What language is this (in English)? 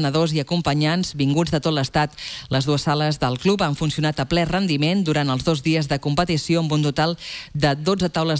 Catalan